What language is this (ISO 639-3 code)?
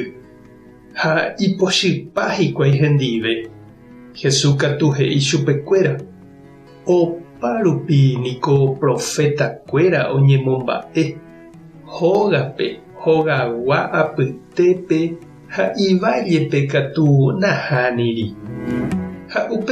grn